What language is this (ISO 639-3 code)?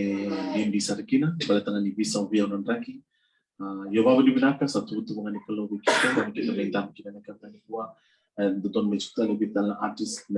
fij